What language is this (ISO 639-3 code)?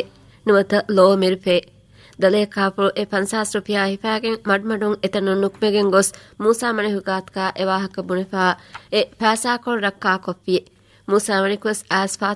div